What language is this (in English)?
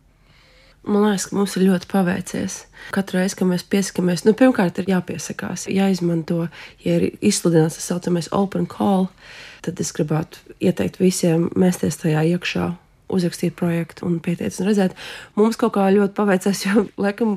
Latvian